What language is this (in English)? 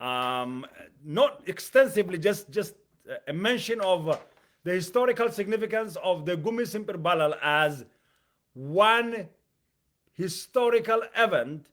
English